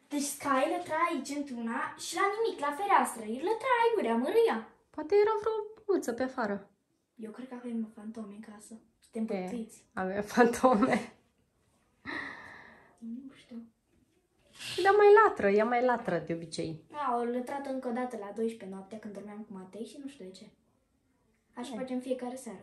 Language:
Romanian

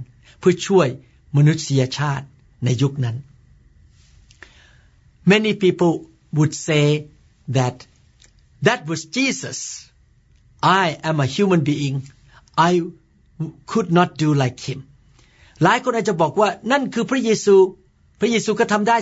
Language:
Thai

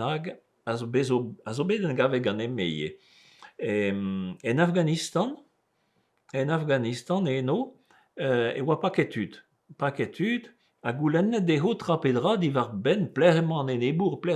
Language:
Breton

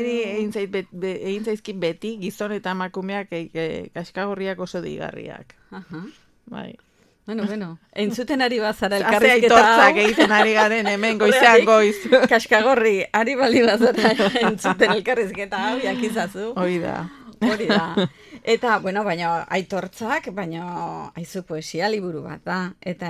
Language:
Basque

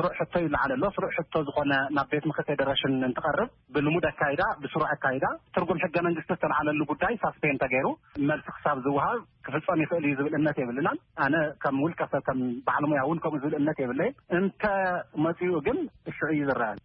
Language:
Tigrinya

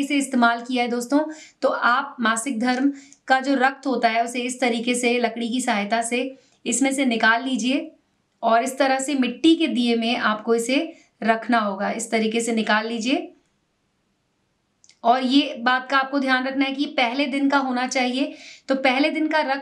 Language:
Hindi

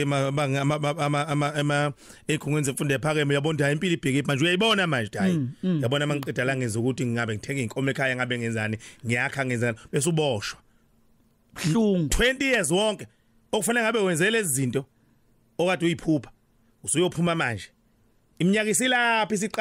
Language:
Zulu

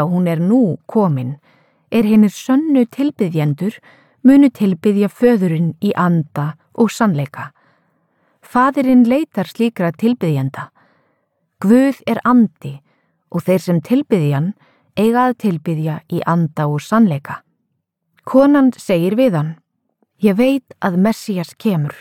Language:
Icelandic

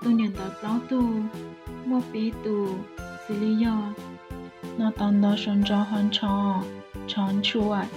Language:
Hmong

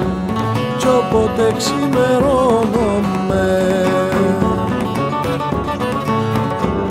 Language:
Greek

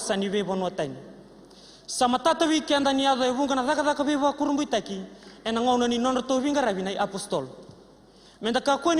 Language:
Fijian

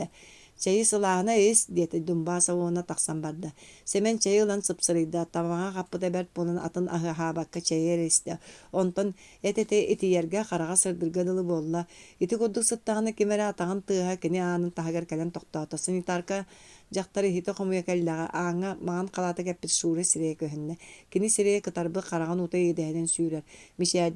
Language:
Yakut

